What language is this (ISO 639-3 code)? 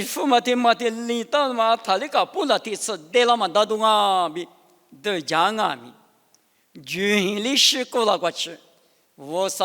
lis